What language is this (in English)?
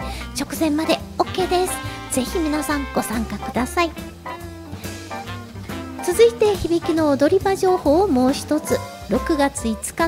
Japanese